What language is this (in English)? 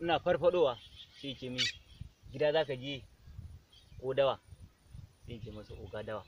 Hausa